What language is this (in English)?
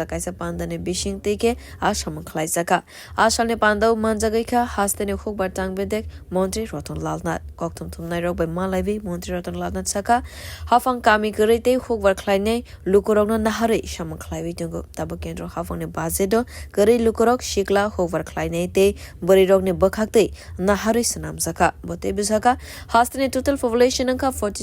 Kok Borok